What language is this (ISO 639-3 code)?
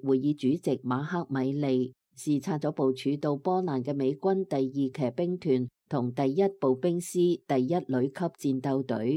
yue